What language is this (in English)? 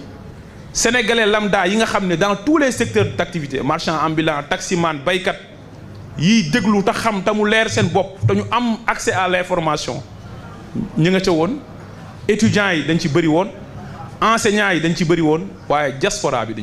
Wolof